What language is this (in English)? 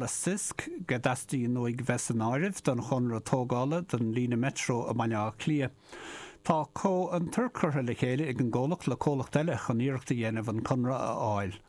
Irish